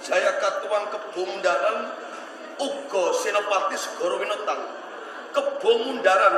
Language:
Javanese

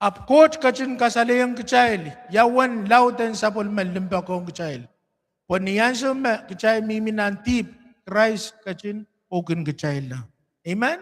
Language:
Pohnpeian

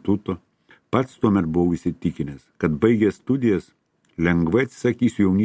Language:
Lithuanian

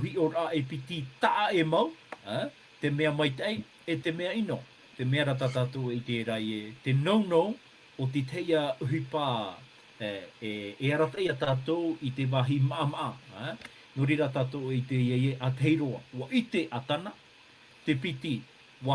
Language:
Tahitian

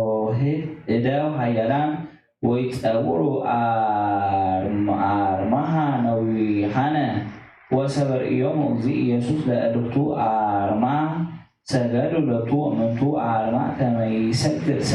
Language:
Geez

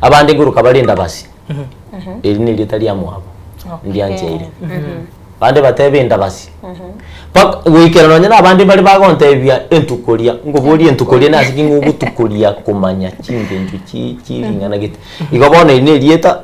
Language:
Gusii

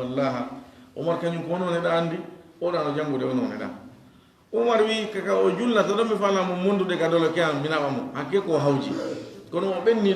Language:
Fula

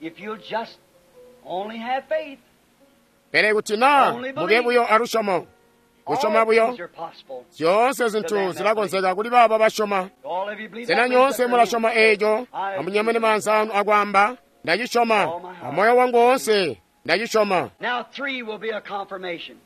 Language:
Tonga (Zambia)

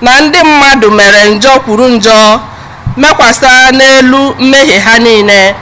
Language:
Igbo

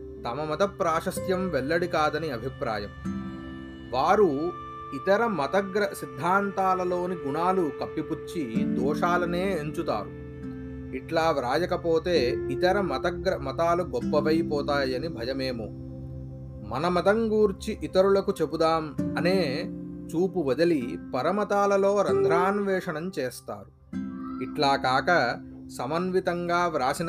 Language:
Telugu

